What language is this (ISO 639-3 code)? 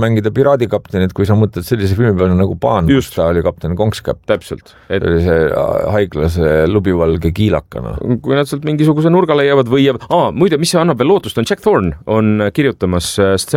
est